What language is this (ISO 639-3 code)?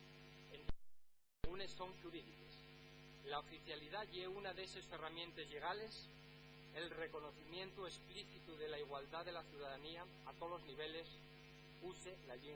ast